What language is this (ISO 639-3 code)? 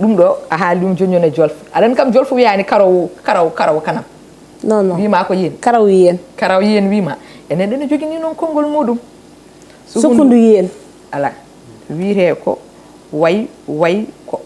ful